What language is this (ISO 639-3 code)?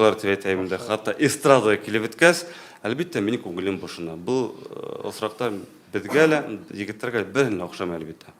tat